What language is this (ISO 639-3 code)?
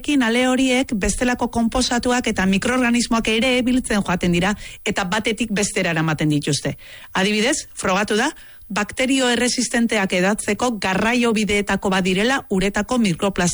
eus